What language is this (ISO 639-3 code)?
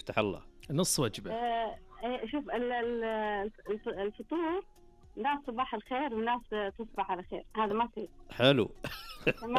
ars